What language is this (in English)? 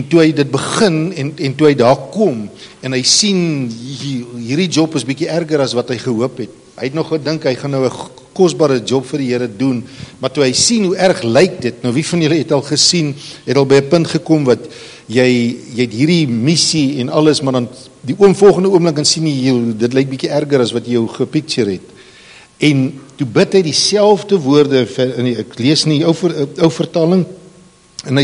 Afrikaans